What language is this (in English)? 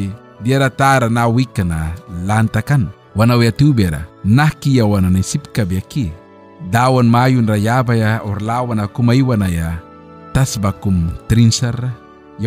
Mískito